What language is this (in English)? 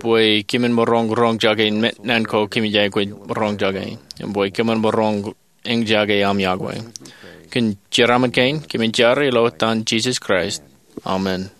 Marshallese